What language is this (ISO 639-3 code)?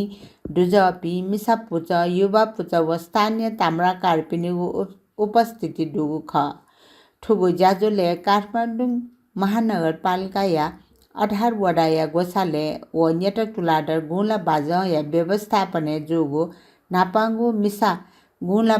new